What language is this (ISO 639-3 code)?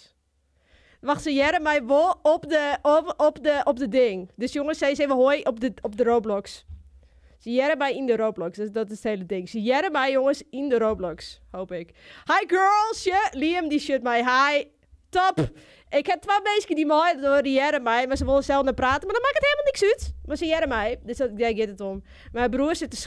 fry